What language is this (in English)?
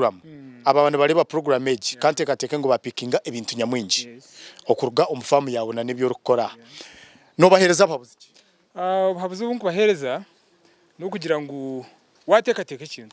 Nyankole